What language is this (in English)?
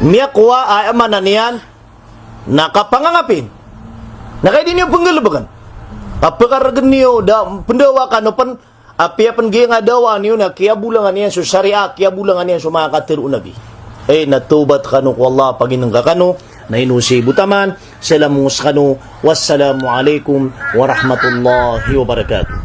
Maranao